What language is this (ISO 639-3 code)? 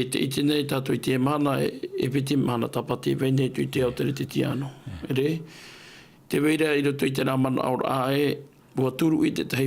tah